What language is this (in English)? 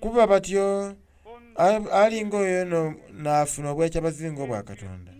Soga